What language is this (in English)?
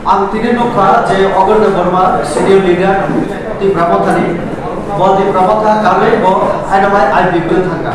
Kok Borok